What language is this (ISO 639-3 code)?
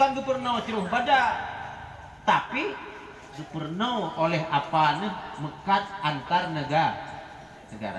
ace